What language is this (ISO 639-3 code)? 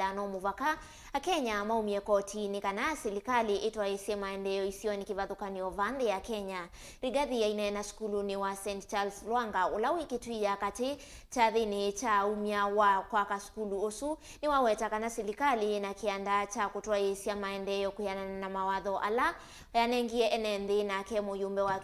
kam